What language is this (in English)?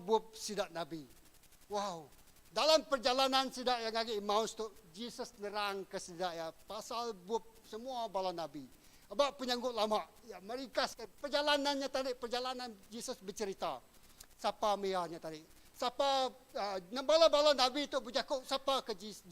Iban